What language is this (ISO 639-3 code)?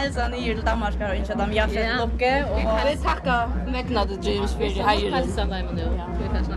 fao